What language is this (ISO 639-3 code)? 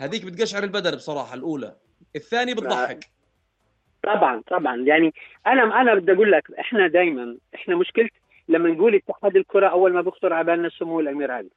apc